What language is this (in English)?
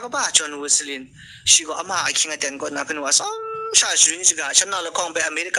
Kachin